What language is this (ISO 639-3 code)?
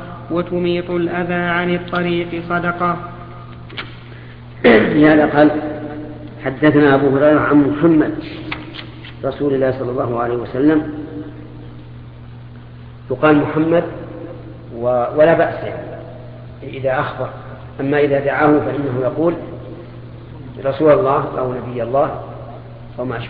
ara